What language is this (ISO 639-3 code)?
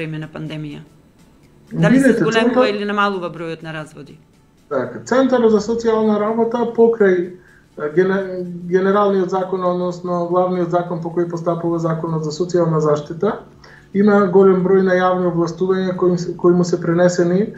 mkd